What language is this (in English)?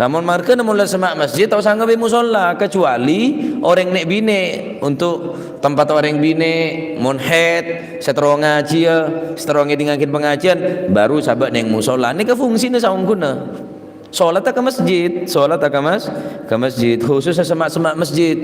Madurese